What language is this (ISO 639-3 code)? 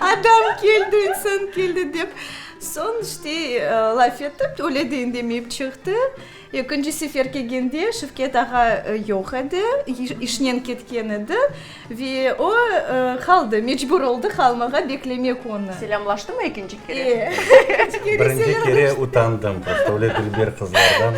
crh